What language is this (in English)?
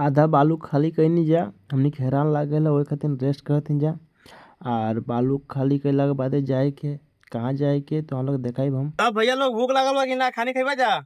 Bhojpuri